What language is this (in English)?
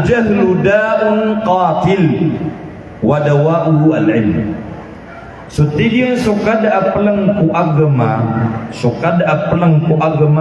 Maranao